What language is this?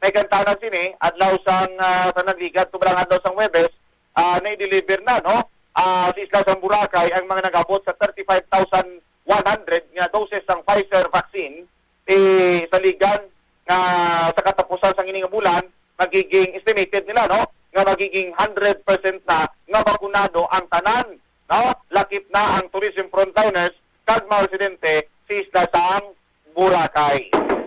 Hiligaynon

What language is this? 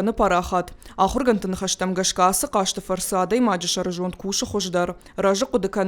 Ossetic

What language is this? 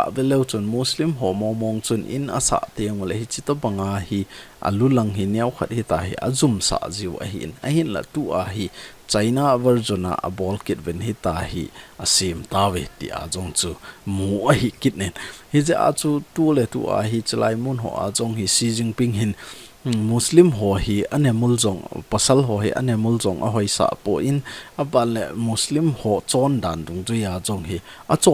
Thado Chin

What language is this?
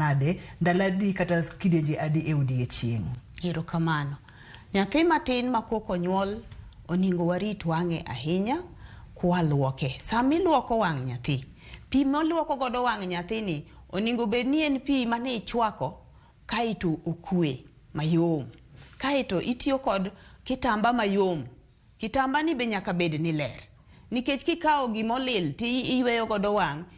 Luo (Kenya and Tanzania)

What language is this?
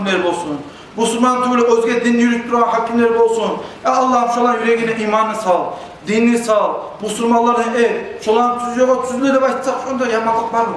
Kumyk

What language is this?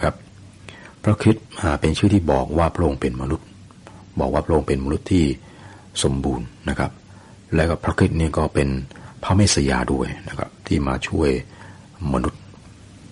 Thai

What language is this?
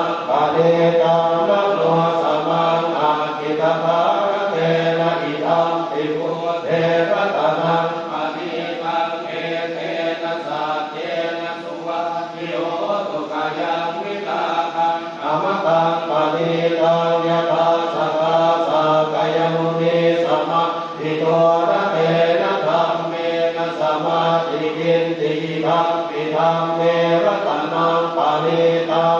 Pali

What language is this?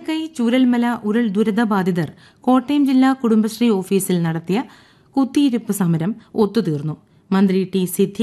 Malayalam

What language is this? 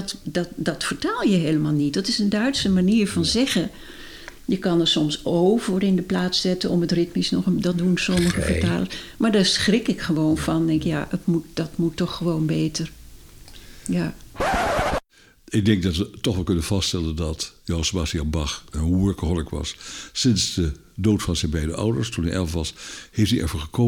Dutch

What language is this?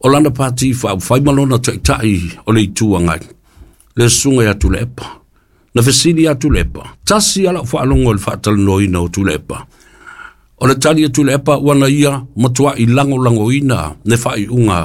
Samoan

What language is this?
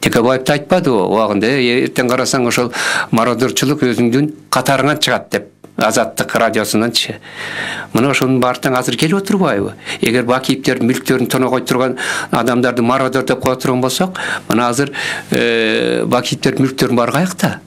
Kyrgyz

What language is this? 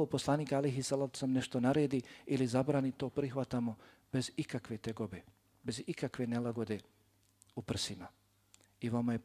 Bosnian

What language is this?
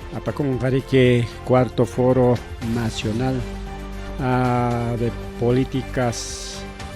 Ayacucho Quechua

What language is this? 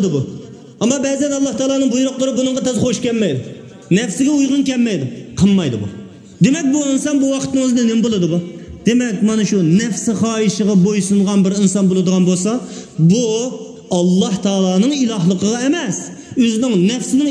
Uyghur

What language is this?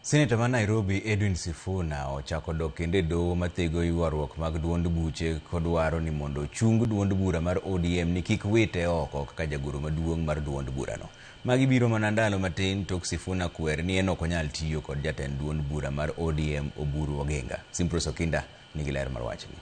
Luo (Kenya and Tanzania)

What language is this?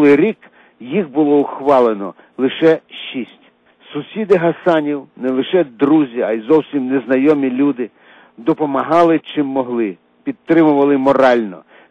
Ukrainian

